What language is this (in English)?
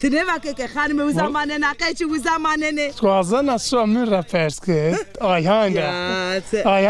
Zaza